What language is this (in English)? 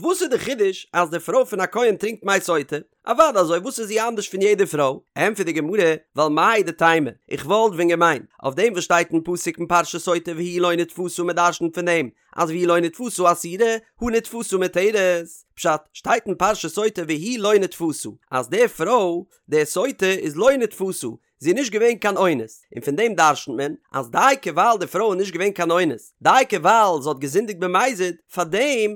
Yiddish